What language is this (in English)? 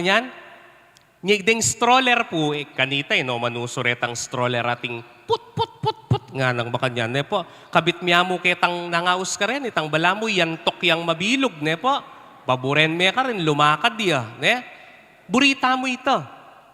Pampanga